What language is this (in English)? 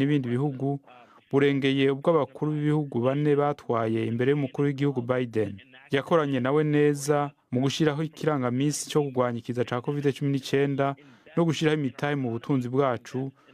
Rundi